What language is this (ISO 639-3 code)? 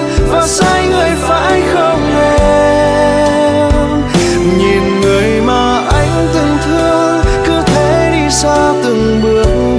vie